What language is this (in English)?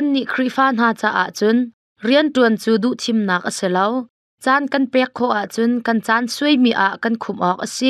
Hakha Chin